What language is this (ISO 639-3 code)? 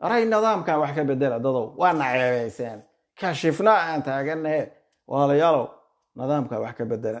som